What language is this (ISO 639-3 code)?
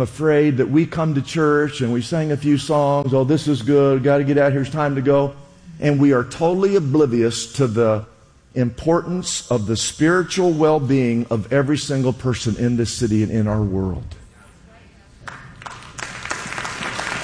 eng